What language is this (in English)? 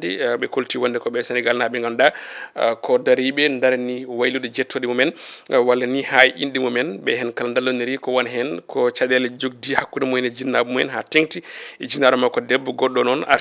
Fula